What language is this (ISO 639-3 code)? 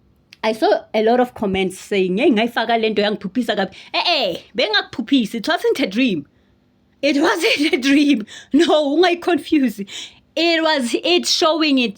zul